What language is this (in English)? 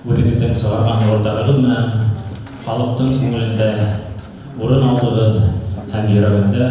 Bashkir